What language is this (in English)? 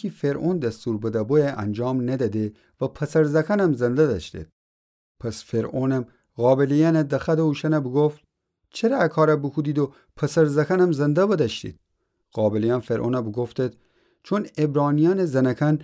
Gilaki